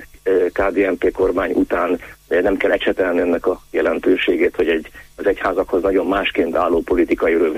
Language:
Hungarian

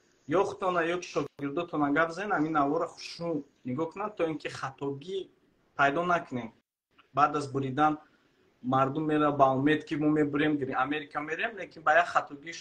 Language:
Tajik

